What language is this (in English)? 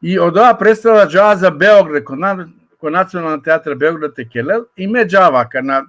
Balkan Romani